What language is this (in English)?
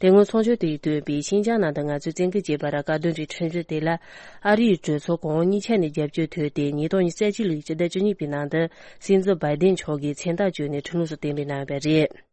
Tibetan